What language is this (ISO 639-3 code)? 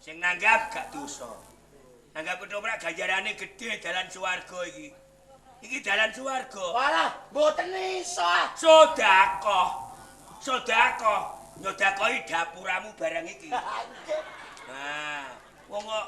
jav